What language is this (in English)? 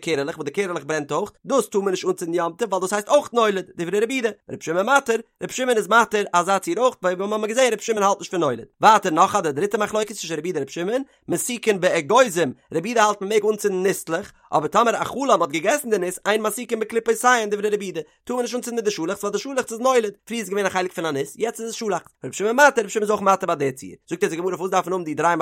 Yiddish